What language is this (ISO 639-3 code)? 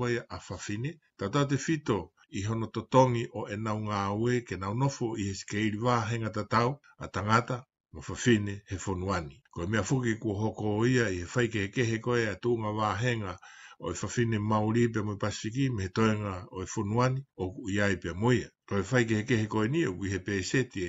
ton